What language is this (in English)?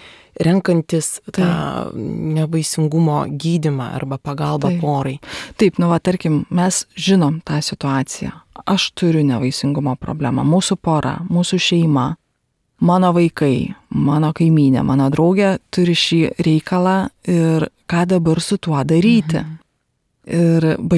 Lithuanian